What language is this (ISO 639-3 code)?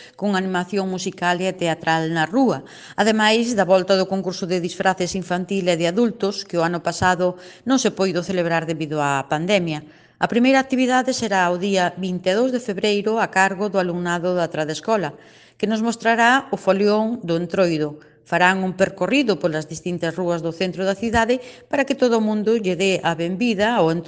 glg